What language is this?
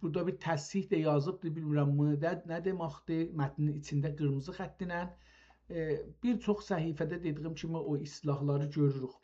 South Azerbaijani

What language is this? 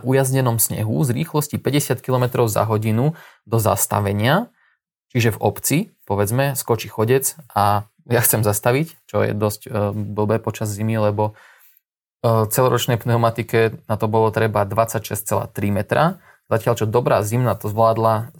Slovak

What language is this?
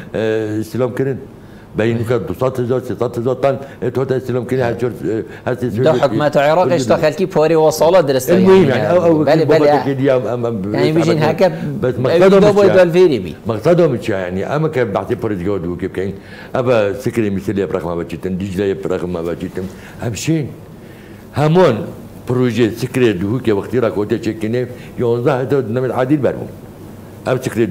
Persian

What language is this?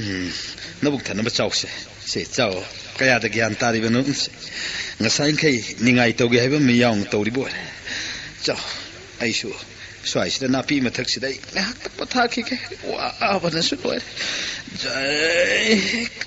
Manipuri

